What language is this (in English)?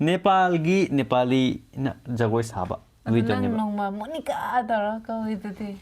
Manipuri